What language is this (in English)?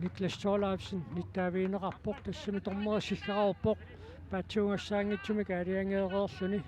Kalaallisut